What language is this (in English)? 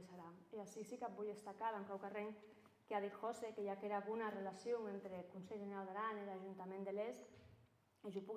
Occitan